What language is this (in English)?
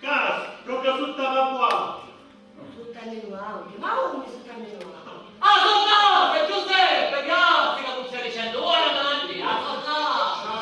Sicilian